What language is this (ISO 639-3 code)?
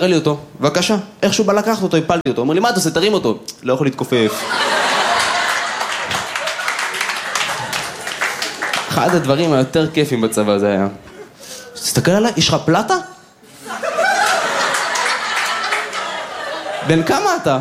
heb